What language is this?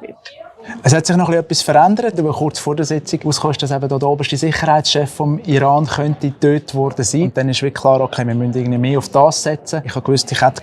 Swiss German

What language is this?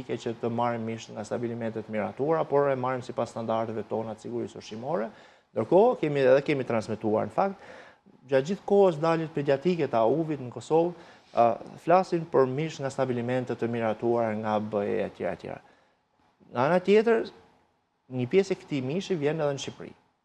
Albanian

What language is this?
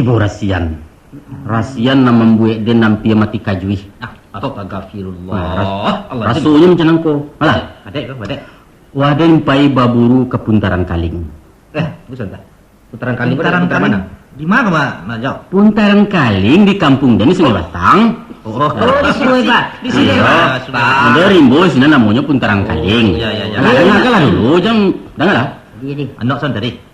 Minangkabau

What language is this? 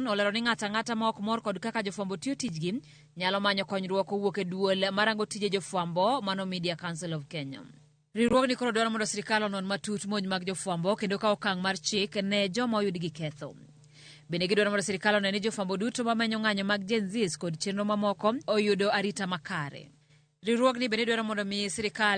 Luo (Kenya and Tanzania)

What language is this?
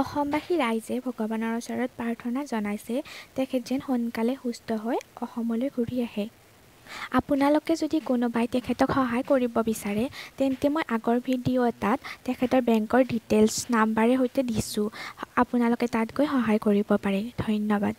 Assamese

